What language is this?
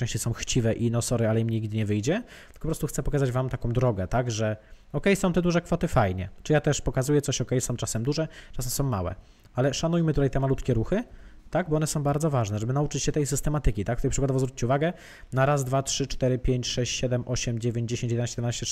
Polish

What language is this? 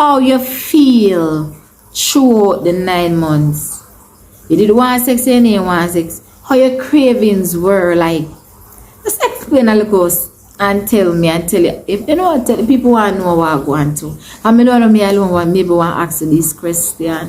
Jamaican Creole English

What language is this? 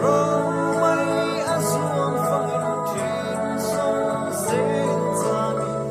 Falam Chin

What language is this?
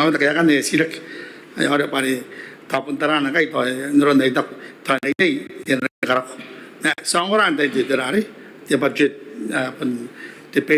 Gilbertese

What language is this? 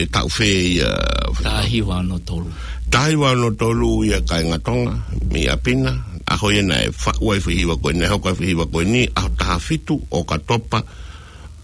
Tongan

